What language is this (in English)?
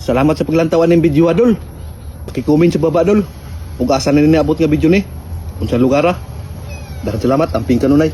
Cebuano